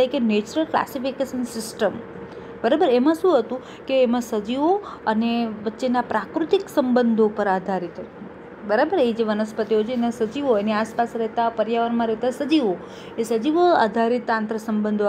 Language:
Gujarati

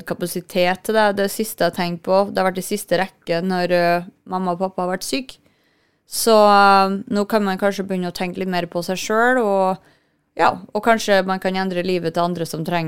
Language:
Norwegian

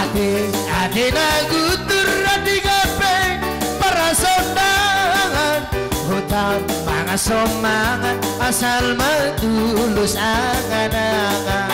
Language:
Batak Toba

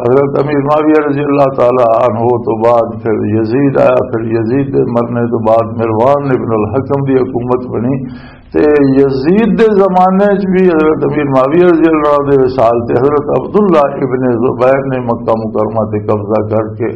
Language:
Western Panjabi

